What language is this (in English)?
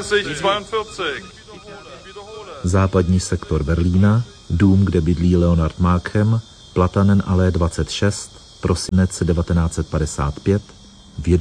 Czech